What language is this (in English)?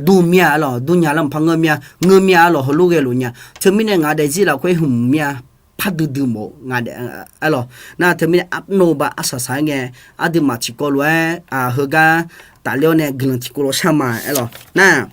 Akha